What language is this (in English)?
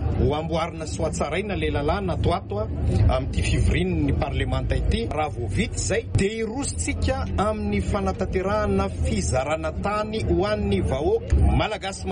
Malagasy